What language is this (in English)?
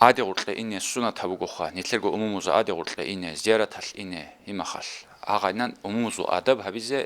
Avaric